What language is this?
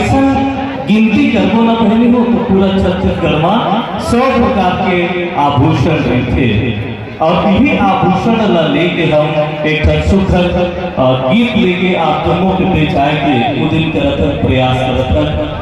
Chhattisgarhi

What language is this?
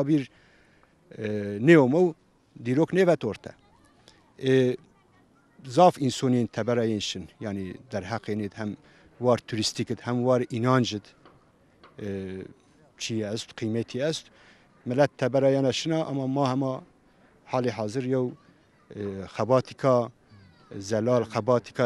Zaza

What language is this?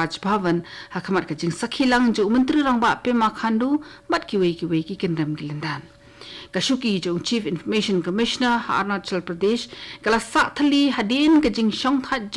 Khasi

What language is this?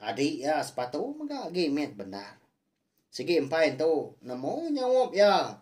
Iban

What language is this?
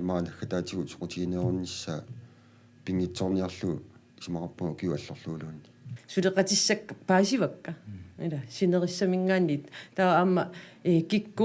Kalaallisut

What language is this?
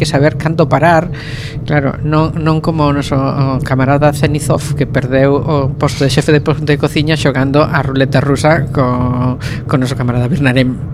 Galician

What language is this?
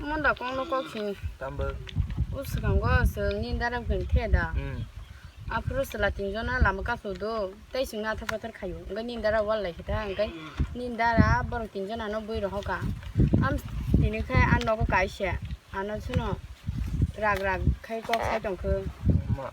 Kok Borok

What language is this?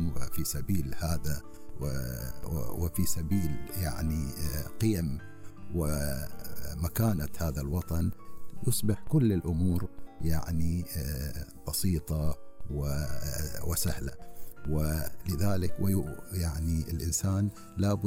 Gulf Arabic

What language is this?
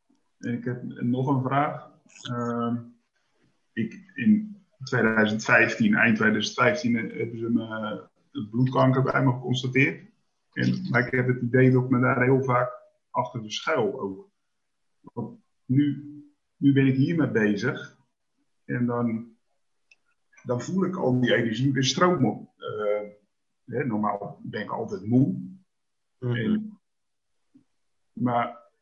Dutch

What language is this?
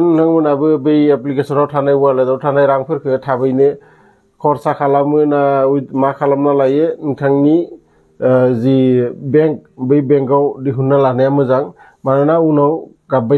Bodo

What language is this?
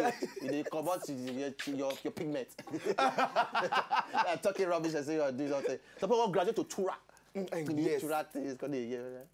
Nigerian Pidgin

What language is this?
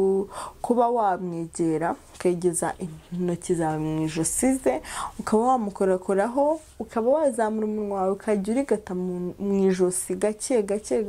Kinyarwanda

